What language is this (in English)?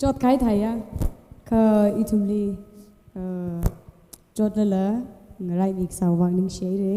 Tangkhul Naga (India)